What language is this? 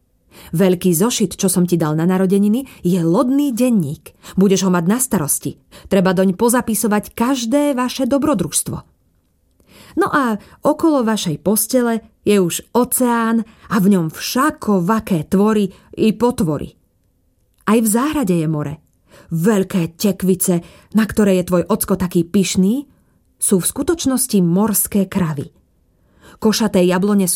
Slovak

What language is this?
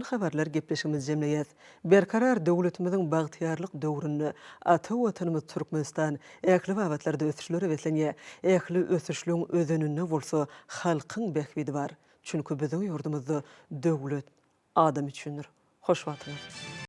Turkmen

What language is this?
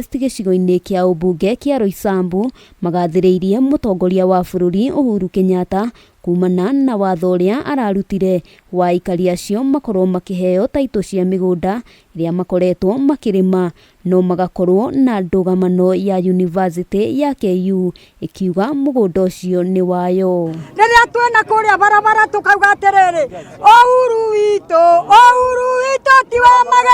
Kikuyu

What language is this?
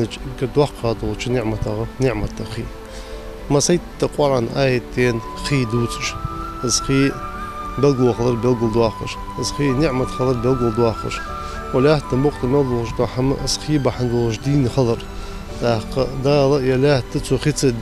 Ingush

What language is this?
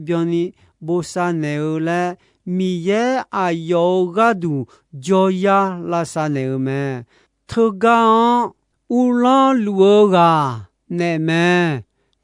Akha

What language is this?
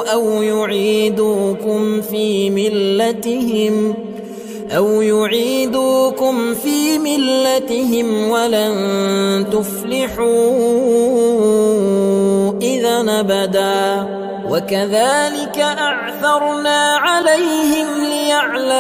Arabic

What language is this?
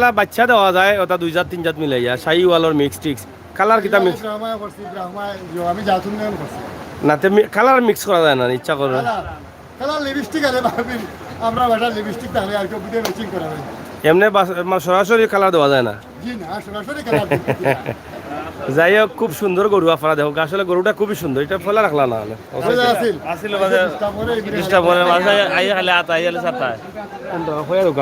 Sylheti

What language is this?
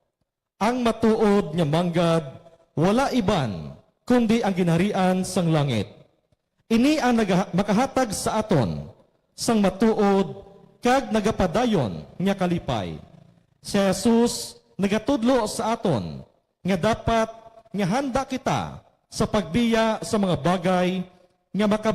Hiligaynon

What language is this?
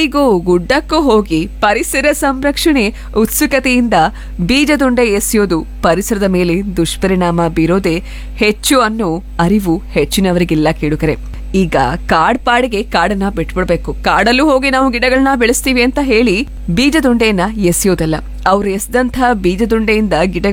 Kannada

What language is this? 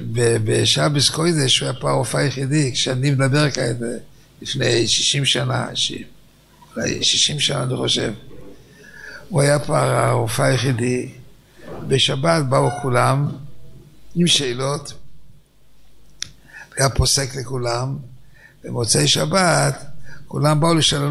Hebrew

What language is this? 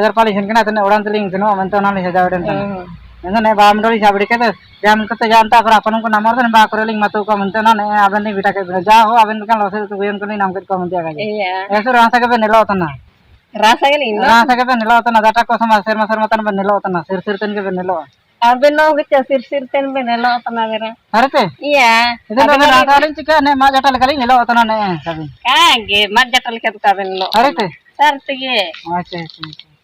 Ho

